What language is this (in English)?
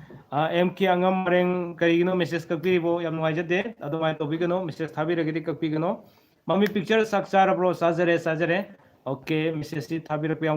Manipuri